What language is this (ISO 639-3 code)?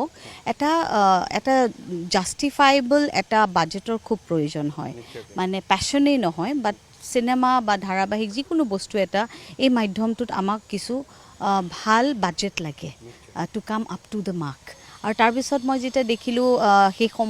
asm